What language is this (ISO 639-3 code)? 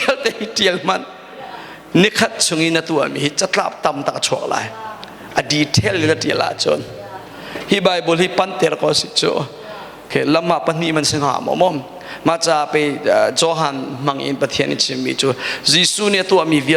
cnh